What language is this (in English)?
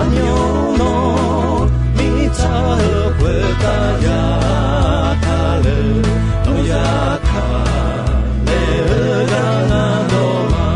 Akha